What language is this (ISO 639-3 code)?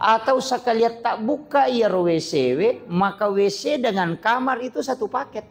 bug